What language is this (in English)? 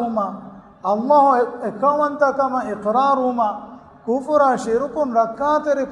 Divehi